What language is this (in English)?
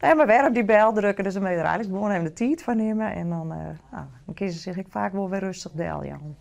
Western Frisian